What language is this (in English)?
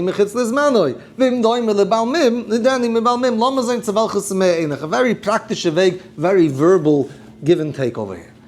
Yiddish